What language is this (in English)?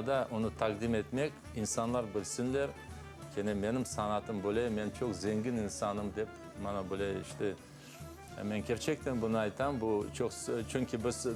Crimean Tatar